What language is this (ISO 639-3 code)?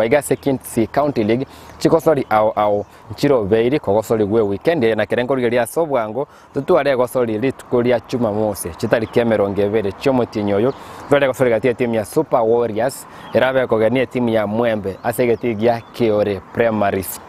guz